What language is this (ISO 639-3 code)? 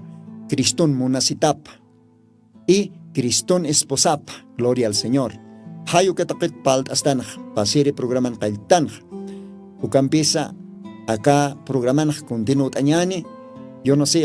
aym